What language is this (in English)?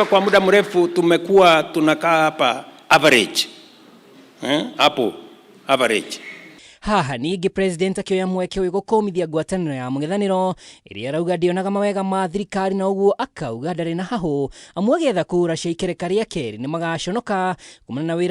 Kikuyu